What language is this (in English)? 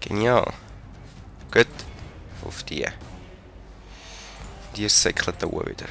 Swiss German